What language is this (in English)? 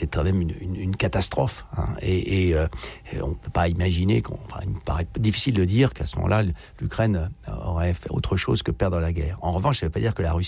French